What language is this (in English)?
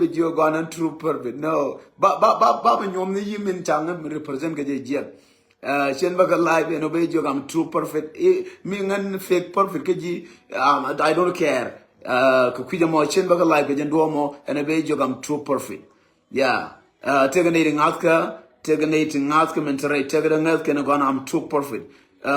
Nuer